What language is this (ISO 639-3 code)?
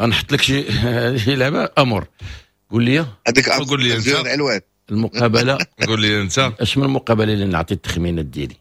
ary